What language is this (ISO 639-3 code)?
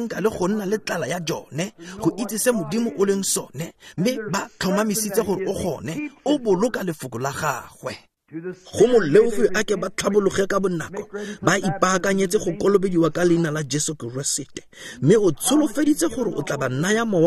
tsn